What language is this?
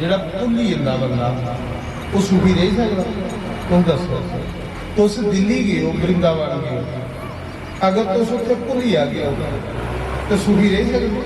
Dogri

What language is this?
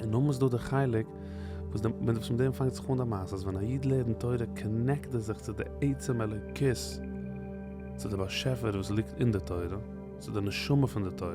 Yiddish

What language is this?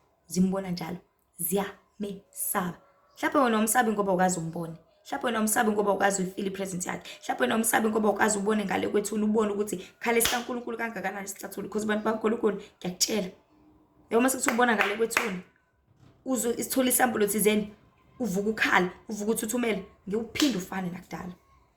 Zulu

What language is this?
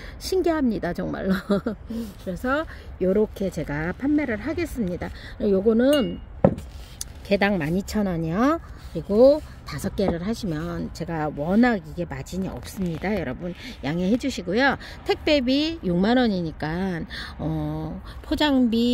Korean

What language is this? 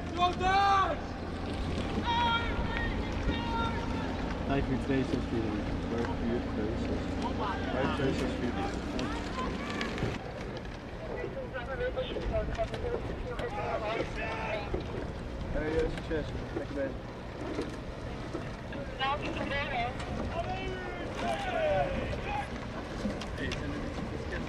Dutch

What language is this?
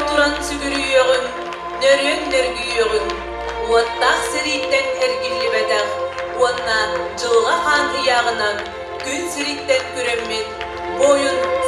Yakut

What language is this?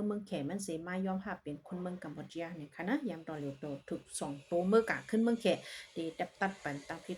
Shan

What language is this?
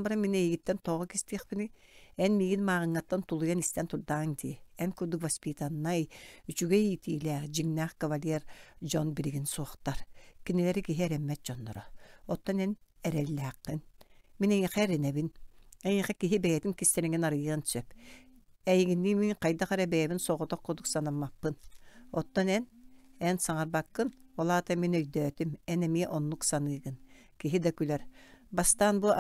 Yakut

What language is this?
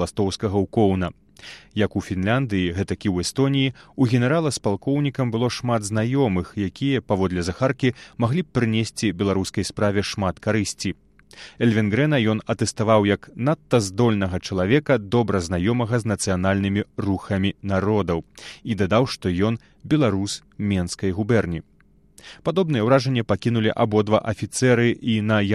Belarusian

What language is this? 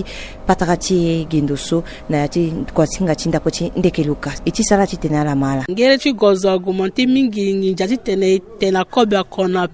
Sango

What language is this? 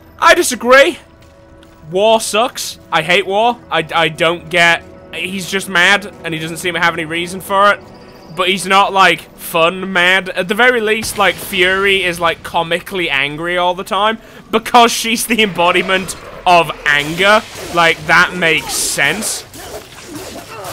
English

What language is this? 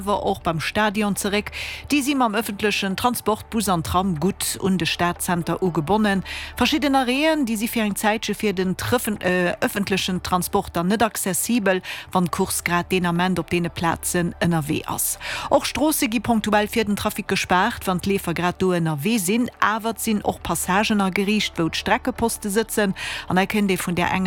Luxembourgish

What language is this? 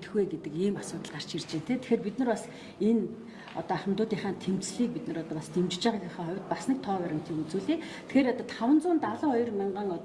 Mongolian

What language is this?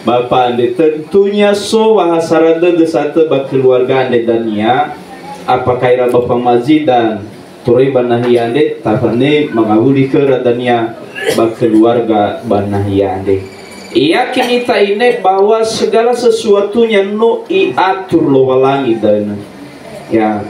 Nias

